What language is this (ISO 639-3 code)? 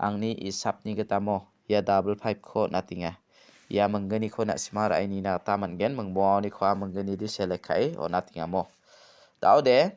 grt